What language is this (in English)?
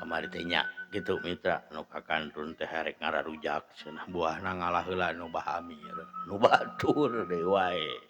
Sundanese